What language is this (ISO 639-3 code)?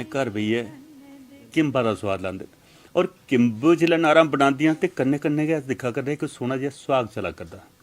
doi